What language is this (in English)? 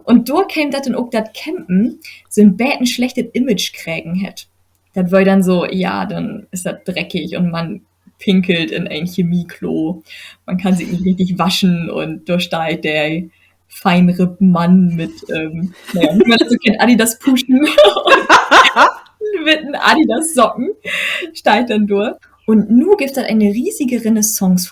Low German